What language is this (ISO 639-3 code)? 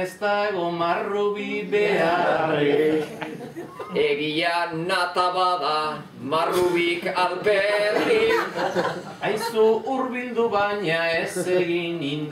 eus